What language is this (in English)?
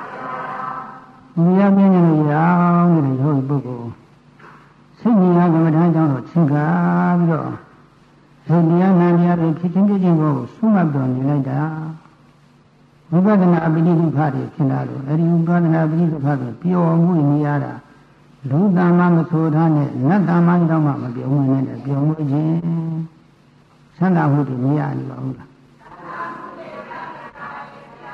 Burmese